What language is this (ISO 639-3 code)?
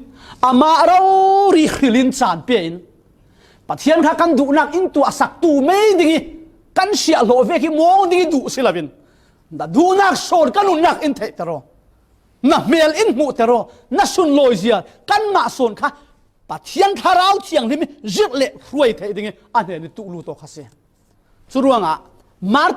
cfm